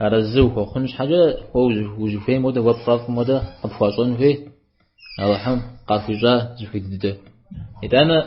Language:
Kabardian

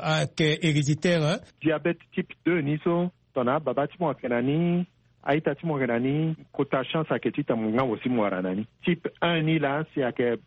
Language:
Sango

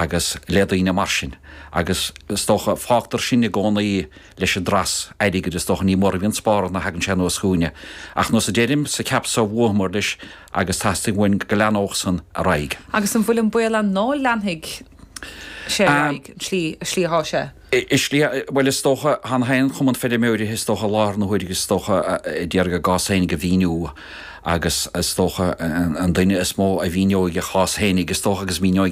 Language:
Irish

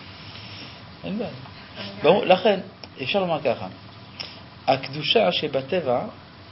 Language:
Hebrew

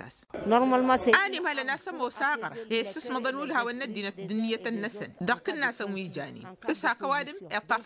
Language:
Tamasheq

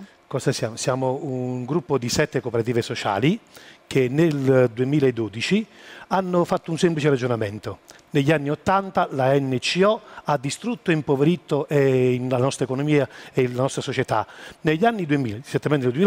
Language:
Italian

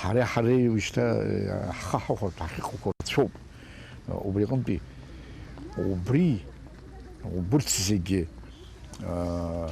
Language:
Abkhazian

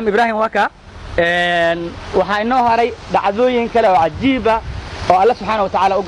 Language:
Somali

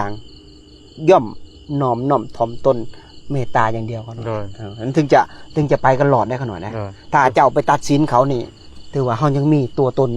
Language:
Lao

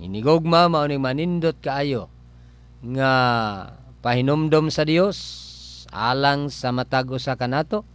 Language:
Cebuano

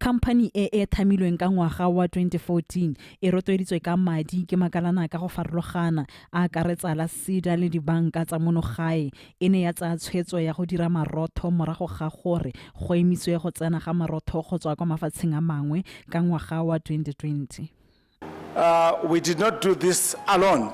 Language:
Tswana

